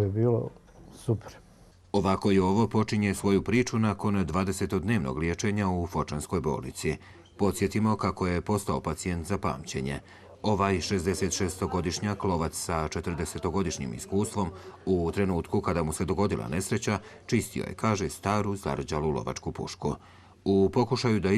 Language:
Bosnian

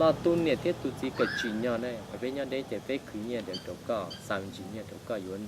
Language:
Hmong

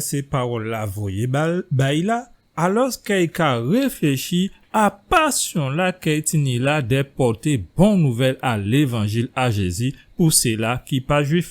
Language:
Guadeloupean Creole French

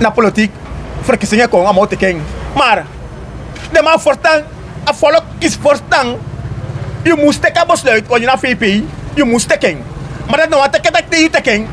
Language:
Sranan Tongo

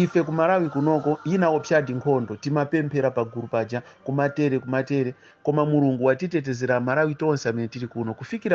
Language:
Nyanja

